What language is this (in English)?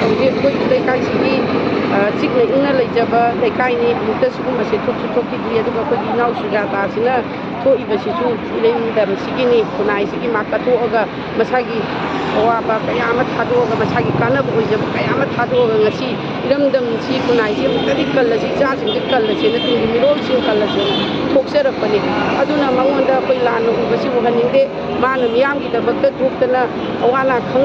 Manipuri